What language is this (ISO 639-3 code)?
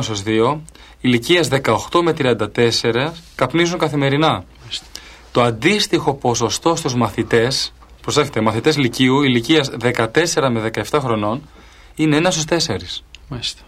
ell